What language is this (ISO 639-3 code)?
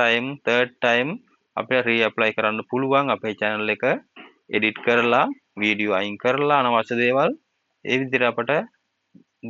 sin